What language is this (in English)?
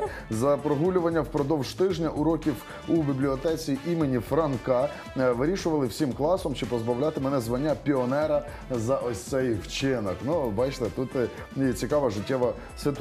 Ukrainian